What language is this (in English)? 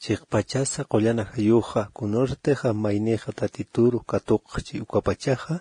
Aymara